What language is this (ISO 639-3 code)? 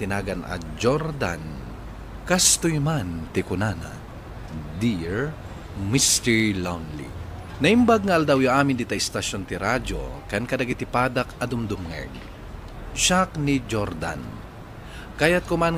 ilo